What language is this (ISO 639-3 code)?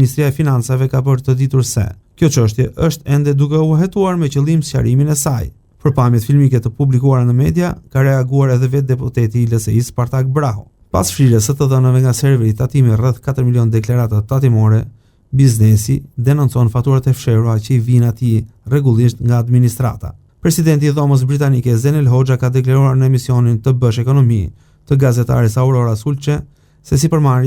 sqi